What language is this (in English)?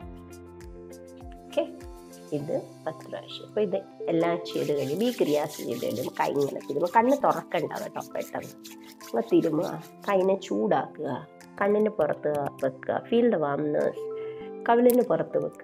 Malayalam